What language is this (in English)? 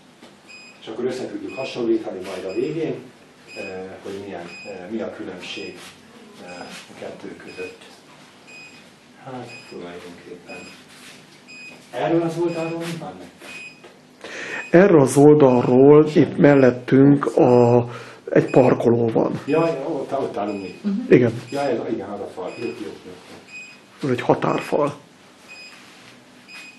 Hungarian